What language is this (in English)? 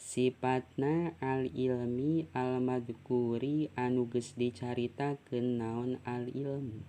Sundanese